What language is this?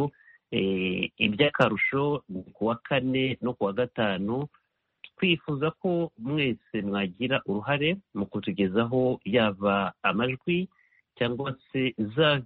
Kinyarwanda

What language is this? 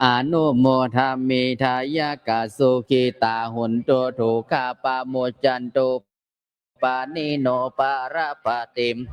Pali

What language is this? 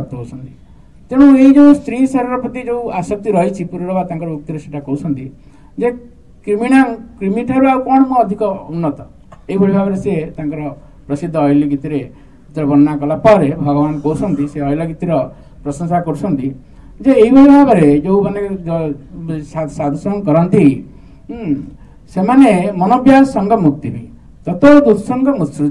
Odia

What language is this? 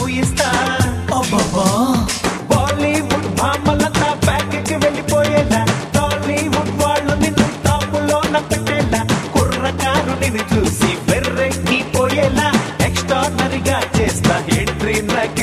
Telugu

